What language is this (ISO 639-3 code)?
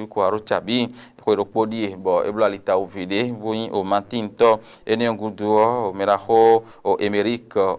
fon